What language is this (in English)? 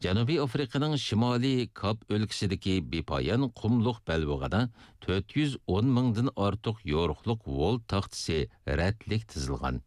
Uyghur